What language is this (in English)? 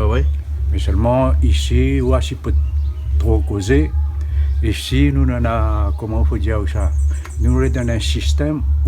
Réunion Creole French